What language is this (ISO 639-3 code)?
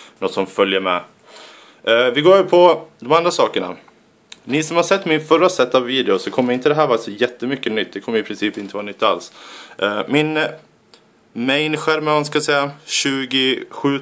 swe